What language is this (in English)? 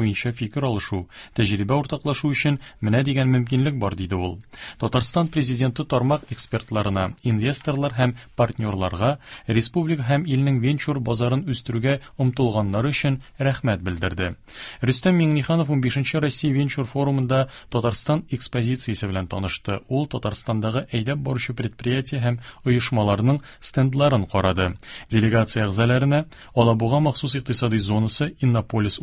Tatar